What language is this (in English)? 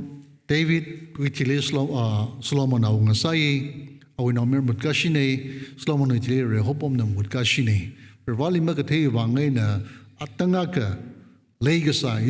Tangkhul Naga (India)